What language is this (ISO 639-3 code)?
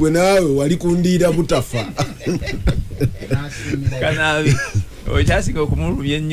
lug